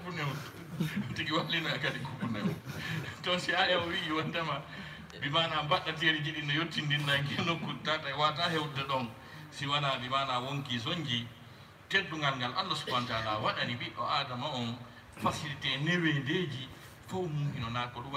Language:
Fula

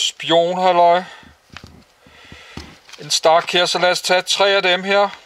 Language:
Danish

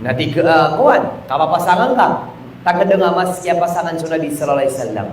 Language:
Maranao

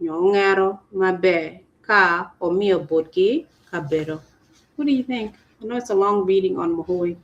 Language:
Acoli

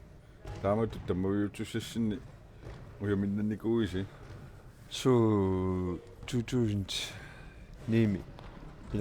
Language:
Kalaallisut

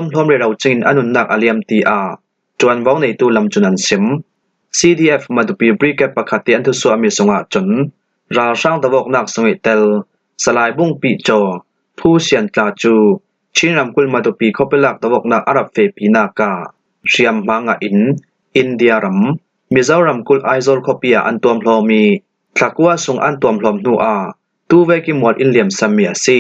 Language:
Falam Chin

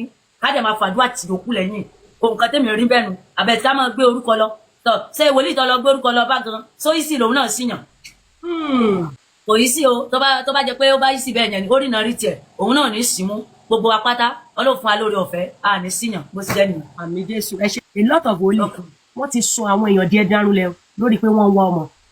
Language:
Yoruba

